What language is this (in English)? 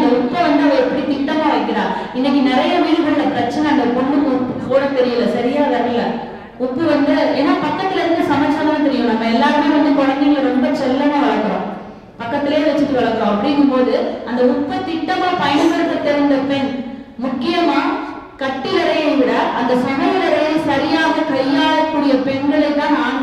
Tamil